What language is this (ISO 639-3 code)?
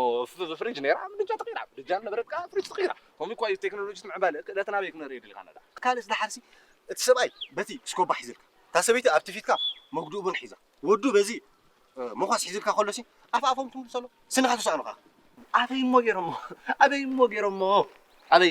tir